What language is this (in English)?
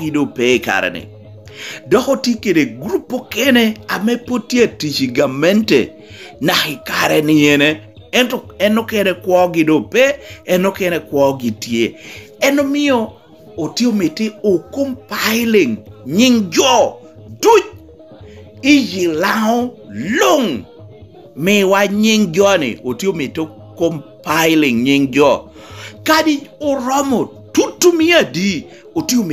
Lango (Uganda)